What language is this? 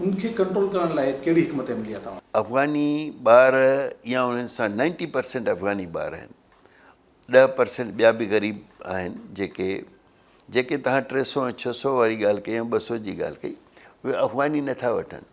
Sindhi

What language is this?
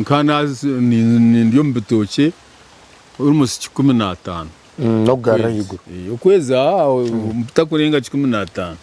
Nyankole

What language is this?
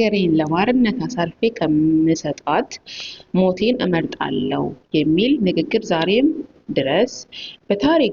Amharic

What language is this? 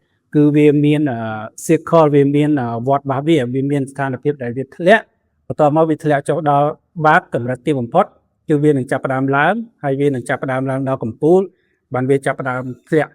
Khmer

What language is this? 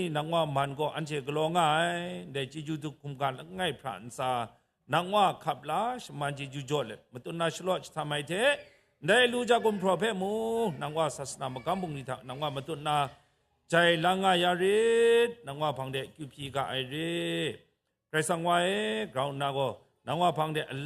Kachin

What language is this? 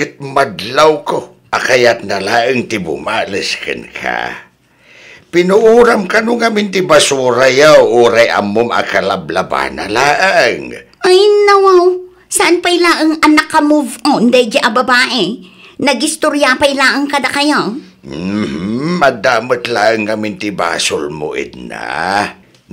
Iloko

